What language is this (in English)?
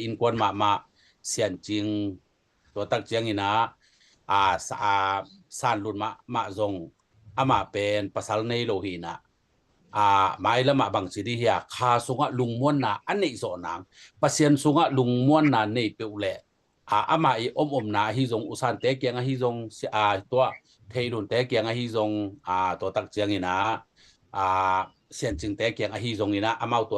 Tedim Chin